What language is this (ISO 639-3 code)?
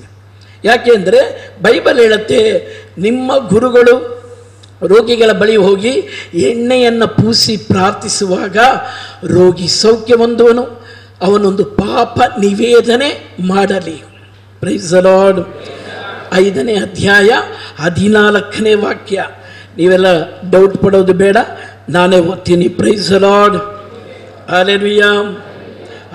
kan